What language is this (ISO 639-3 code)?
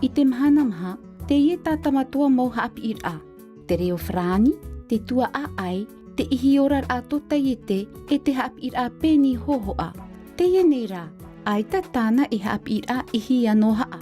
tah